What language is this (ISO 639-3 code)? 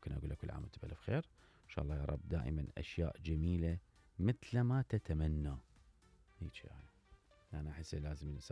acm